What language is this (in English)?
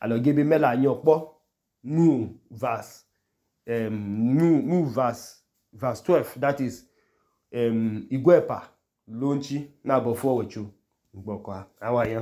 Idoma